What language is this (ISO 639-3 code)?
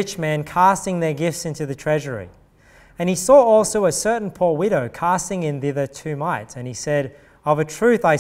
eng